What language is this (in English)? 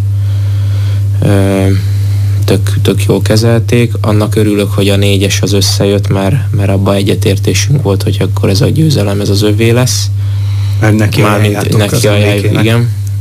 Hungarian